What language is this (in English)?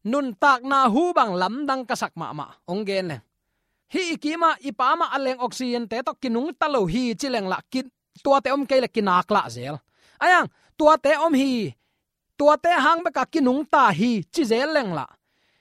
Tedim Chin